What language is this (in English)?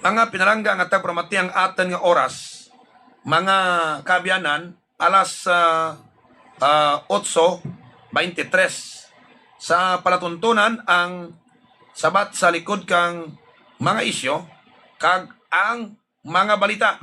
Hiligaynon